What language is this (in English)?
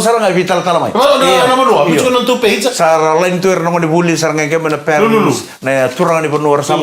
Fijian